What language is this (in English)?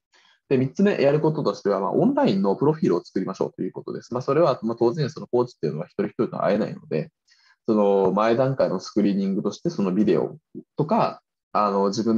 Japanese